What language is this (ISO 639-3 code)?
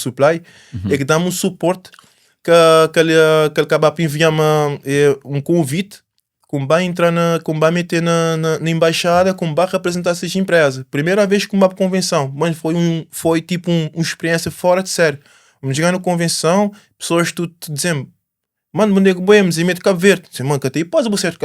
kea